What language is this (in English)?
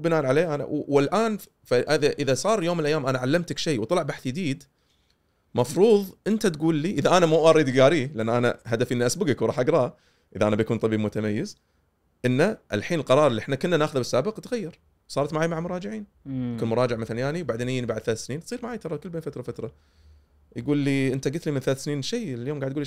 Gulf Arabic